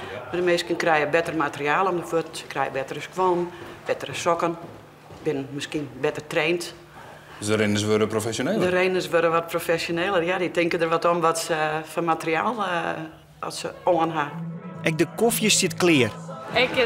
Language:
Western Frisian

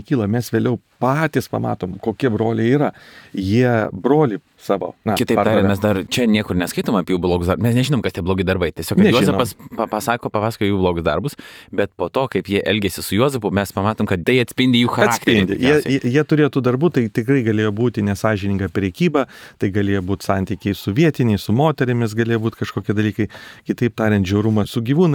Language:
Lithuanian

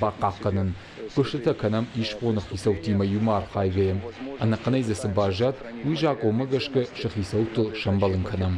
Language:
Ossetic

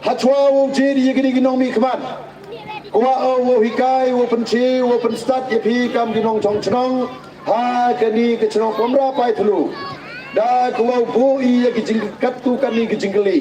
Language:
Pnar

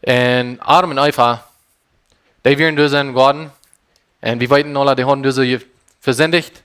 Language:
Plautdietsch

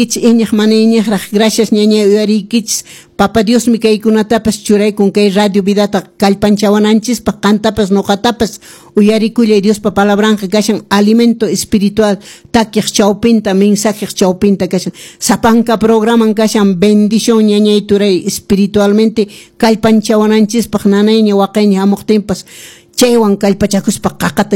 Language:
Quechua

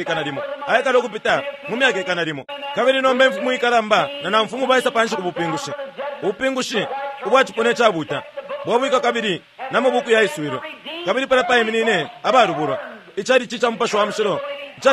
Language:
Bemba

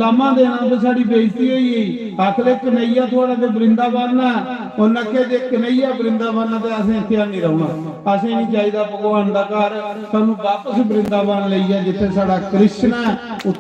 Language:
Dogri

